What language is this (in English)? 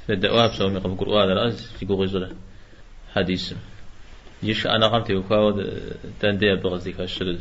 Kabardian